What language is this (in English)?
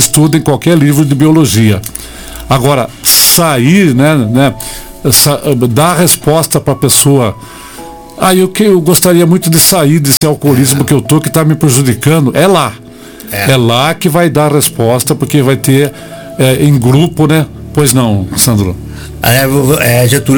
Portuguese